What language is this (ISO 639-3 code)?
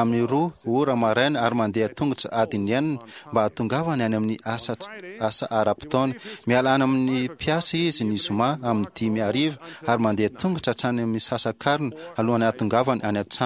mlg